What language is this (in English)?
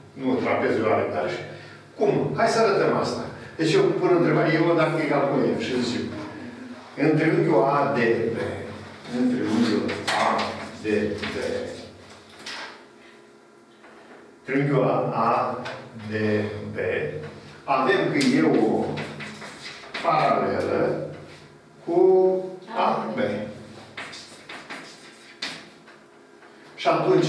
Romanian